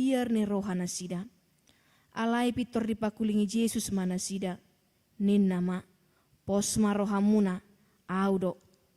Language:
Batak Toba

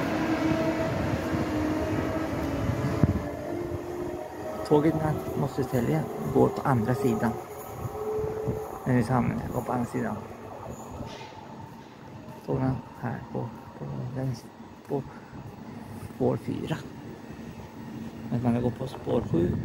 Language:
Swedish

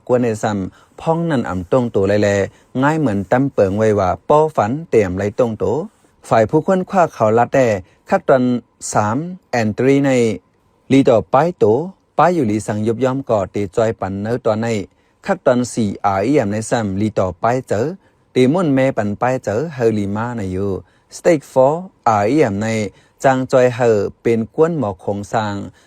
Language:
Shan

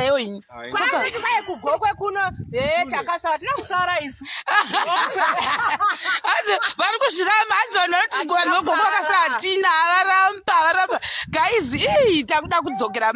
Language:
Shona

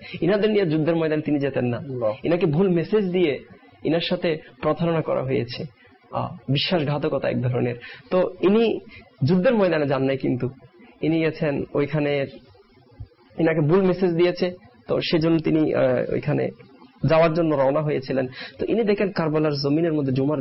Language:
Bangla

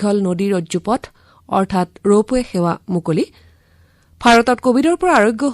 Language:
Assamese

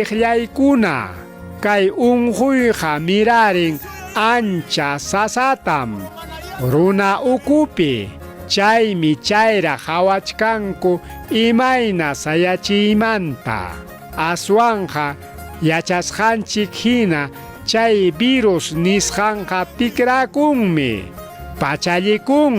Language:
Ayacucho Quechua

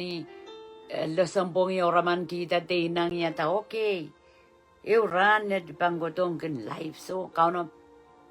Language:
Pohnpeian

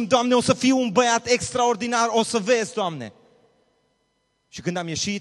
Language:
Romanian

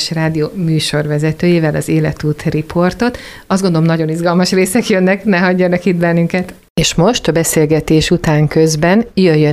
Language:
Hungarian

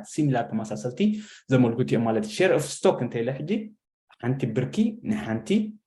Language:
Tigrinya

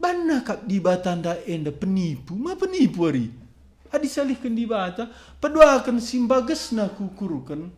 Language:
Batak Karo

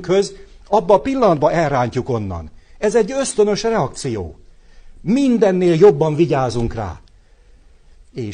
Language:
Hungarian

